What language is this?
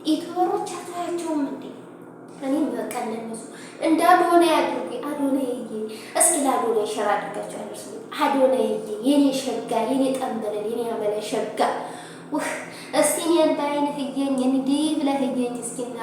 Amharic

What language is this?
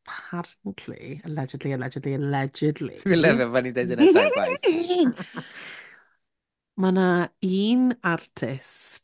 Welsh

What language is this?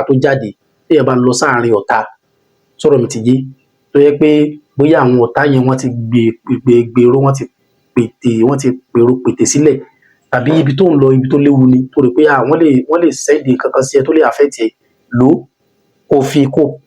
Yoruba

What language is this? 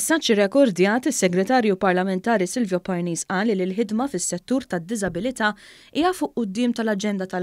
Maltese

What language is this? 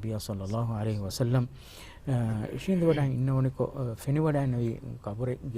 Divehi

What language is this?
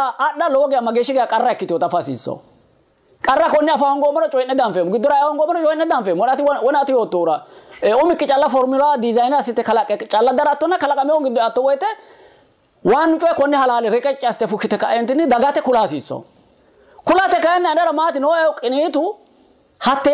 Sidamo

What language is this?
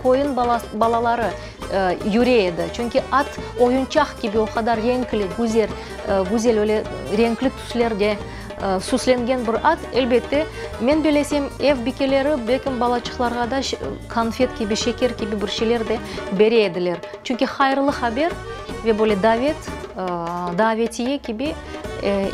Crimean Tatar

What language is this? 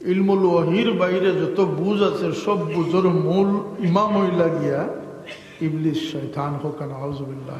Sylheti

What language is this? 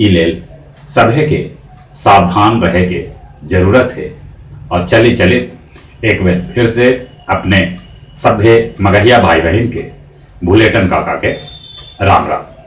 Magahi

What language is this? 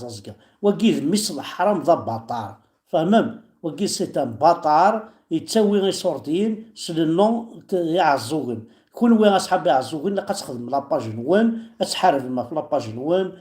Kabyle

